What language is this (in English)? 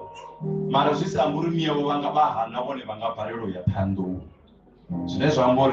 Venda